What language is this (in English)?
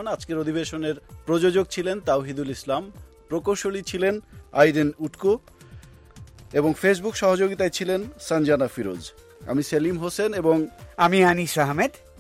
Bangla